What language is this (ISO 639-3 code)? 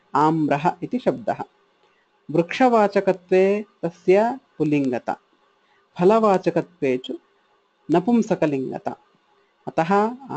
san